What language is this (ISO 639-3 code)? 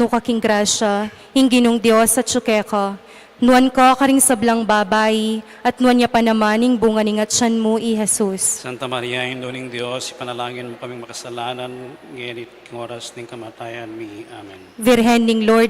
pam